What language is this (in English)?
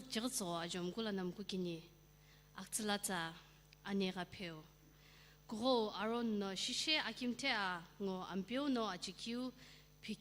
Sumi Naga